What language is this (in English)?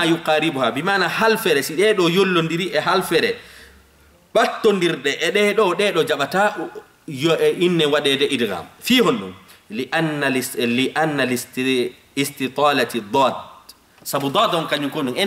Fula